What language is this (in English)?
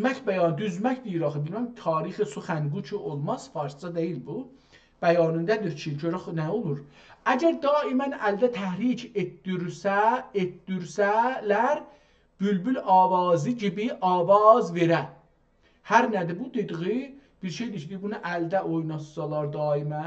South Azerbaijani